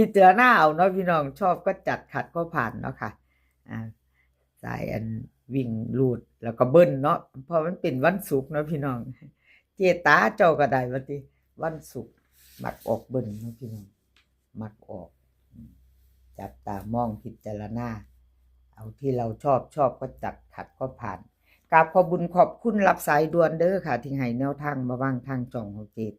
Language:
Northeastern Thai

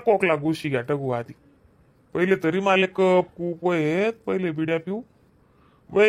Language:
Khandesi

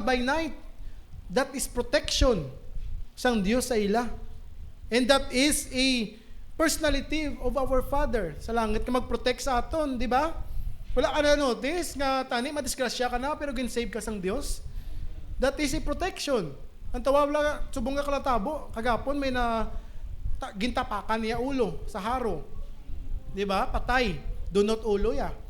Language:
Hiligaynon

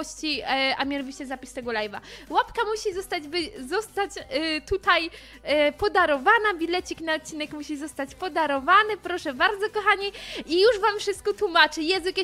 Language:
Polish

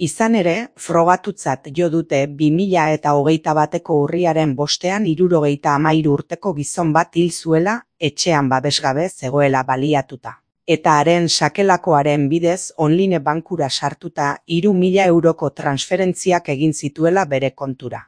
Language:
Basque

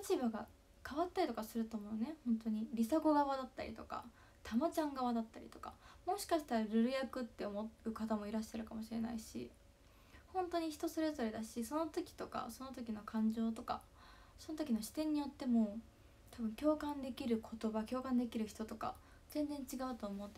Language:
Japanese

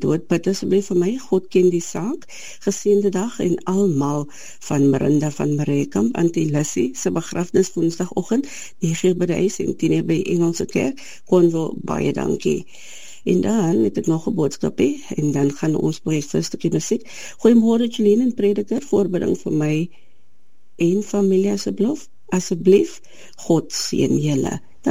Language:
Afrikaans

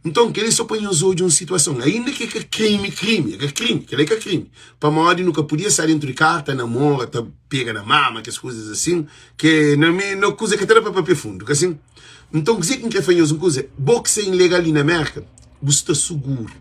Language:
Kabuverdianu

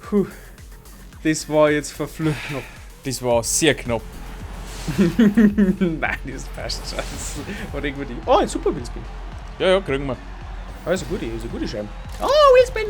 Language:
Bavarian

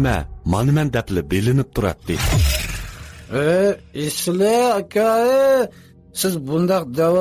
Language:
Uyghur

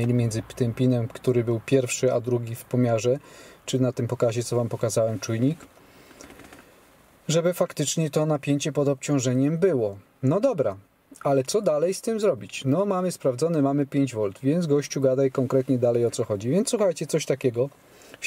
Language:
Polish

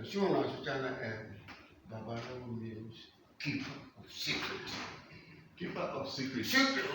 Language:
Igbo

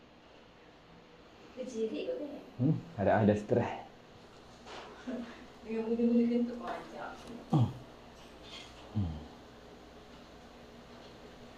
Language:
Malay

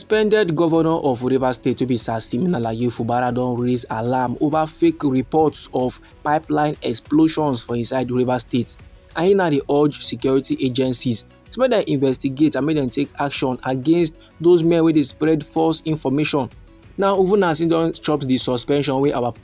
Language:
Nigerian Pidgin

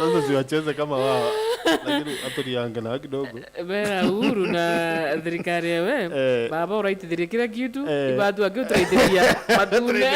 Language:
Meru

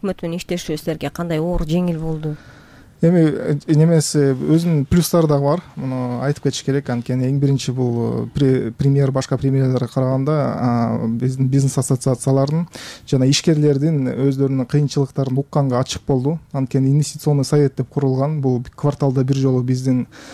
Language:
Kyrgyz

